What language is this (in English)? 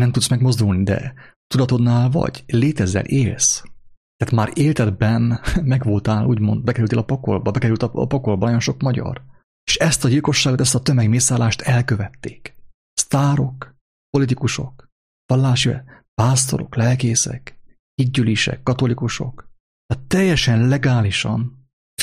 Hungarian